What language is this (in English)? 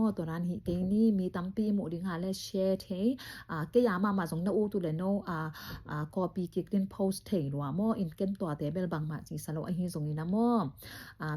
Tedim Chin